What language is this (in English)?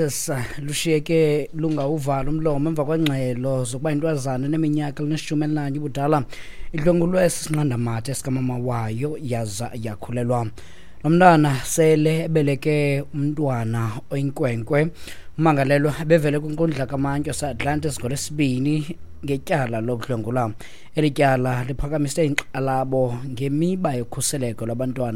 Xhosa